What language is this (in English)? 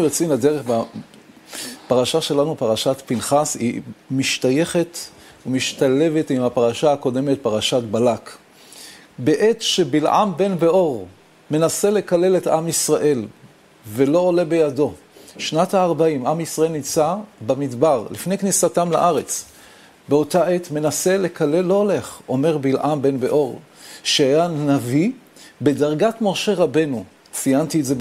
Hebrew